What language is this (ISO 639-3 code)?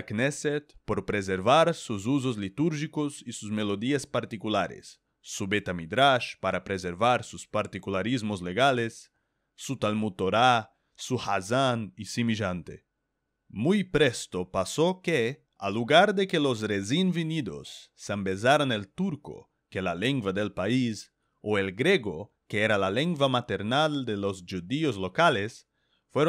lad